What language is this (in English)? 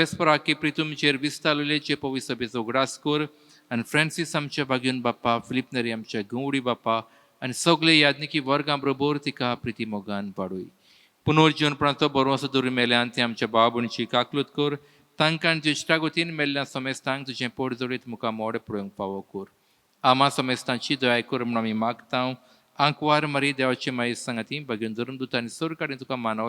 Konkani